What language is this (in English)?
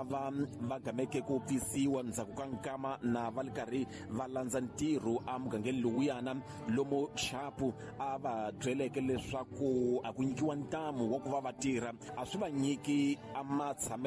Tsonga